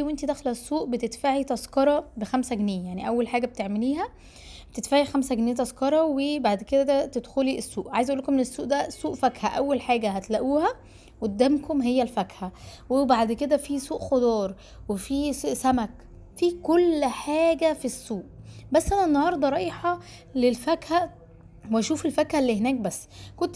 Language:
Egyptian Arabic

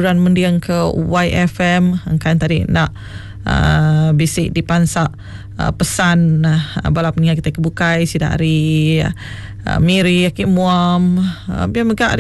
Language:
Iban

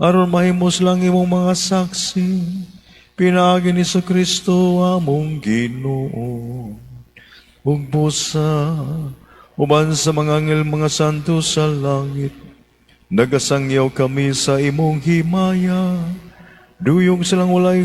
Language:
Cebuano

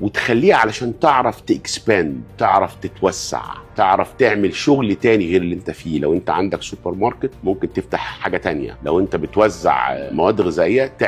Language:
Egyptian Arabic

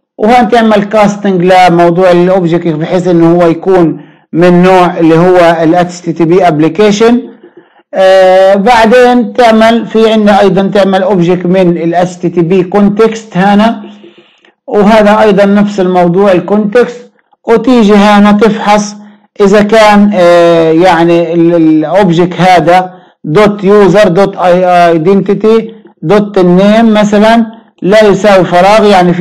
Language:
Arabic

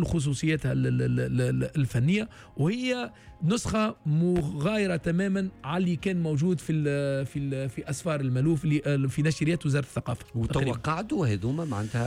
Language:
Tunisian Arabic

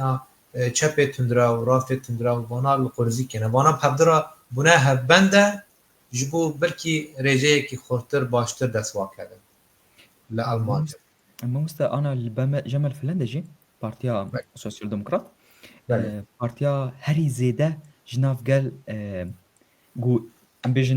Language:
Kurdish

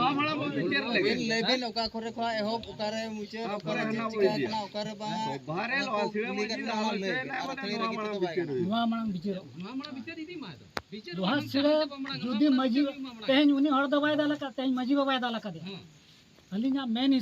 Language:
Santali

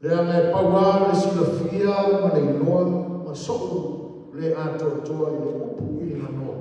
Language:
Samoan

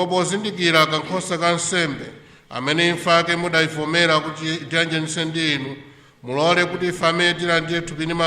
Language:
Nyanja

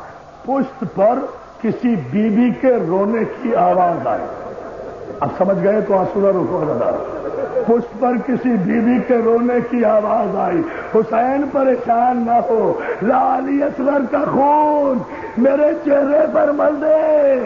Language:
Urdu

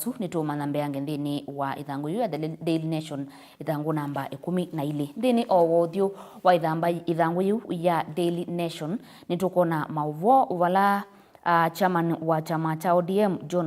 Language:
Kamba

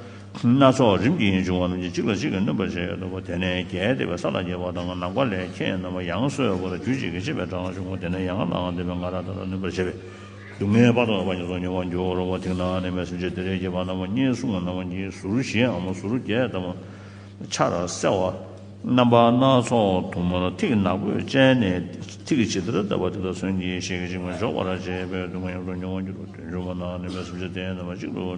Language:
Tibetan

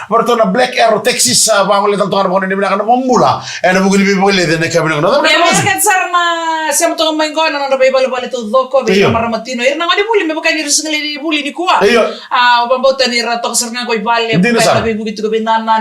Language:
Fijian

